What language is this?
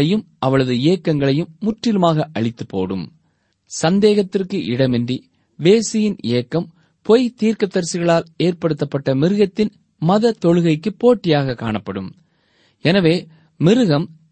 Tamil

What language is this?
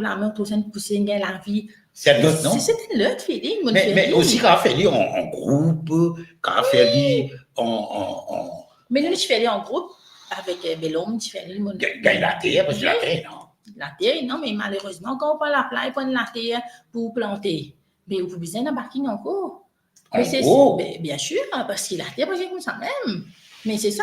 Morisyen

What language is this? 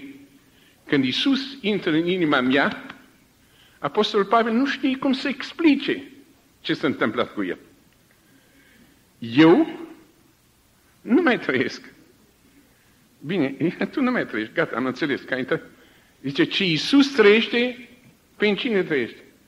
Romanian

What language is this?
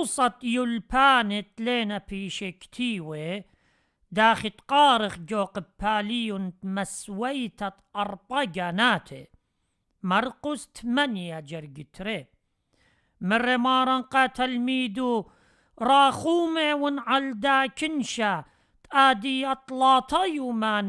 Assyrian Neo-Aramaic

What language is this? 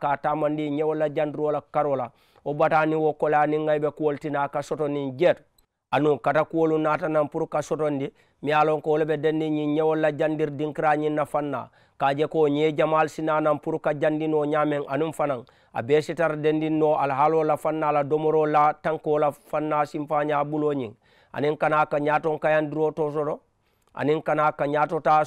Mandingo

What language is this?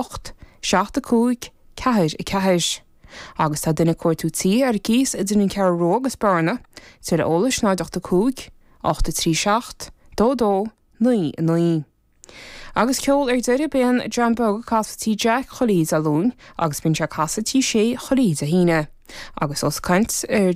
Irish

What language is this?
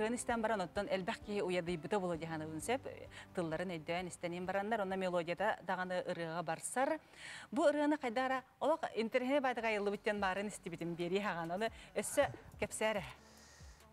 Yakut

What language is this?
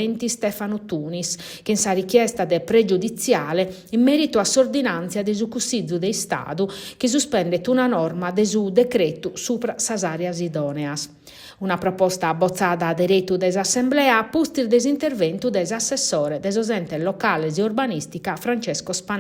Sardinian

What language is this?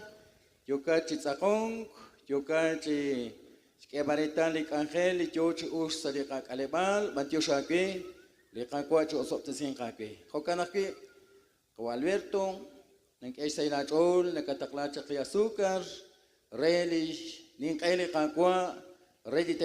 Kekchí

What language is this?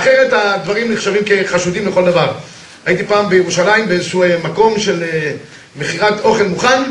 Hebrew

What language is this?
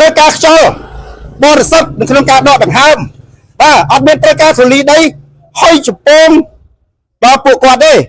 Khmer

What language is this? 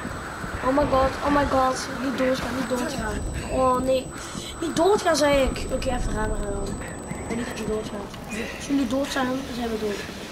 Dutch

